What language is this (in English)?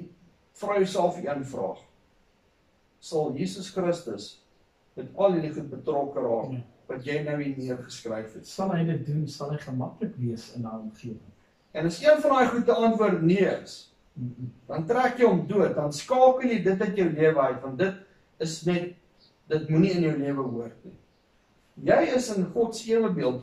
Afrikaans